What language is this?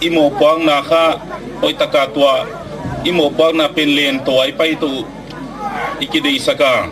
Gangte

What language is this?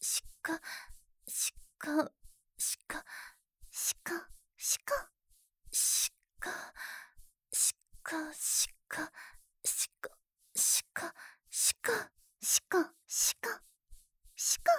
Japanese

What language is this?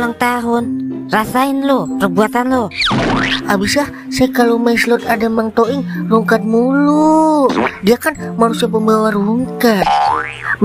Betawi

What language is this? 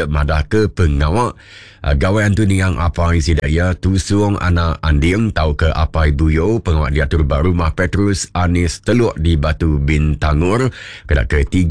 Iban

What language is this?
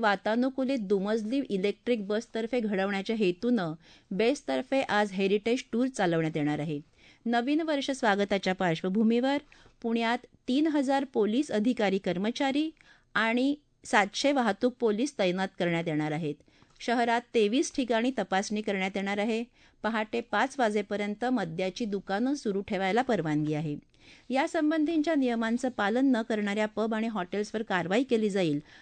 Marathi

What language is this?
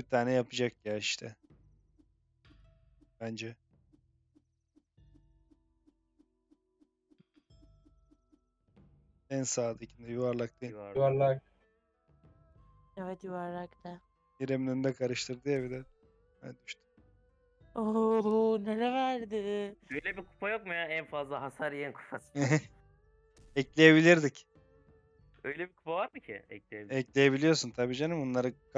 Turkish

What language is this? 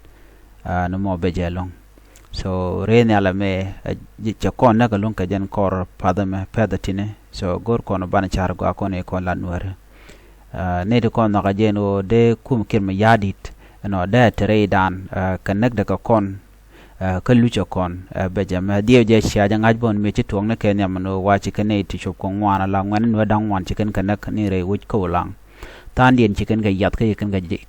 Nuer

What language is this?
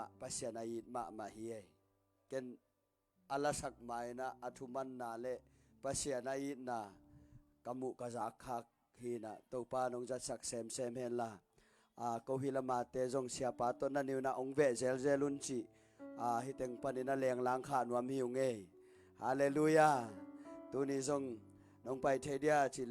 Tedim Chin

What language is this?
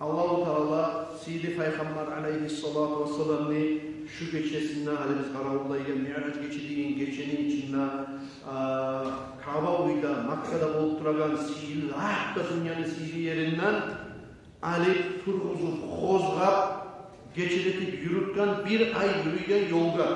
Kumyk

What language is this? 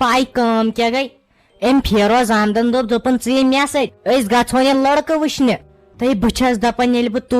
Kashmiri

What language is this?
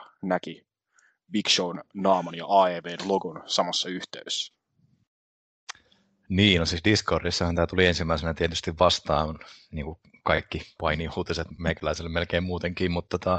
Finnish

